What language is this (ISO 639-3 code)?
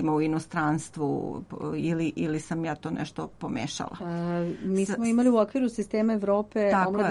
srp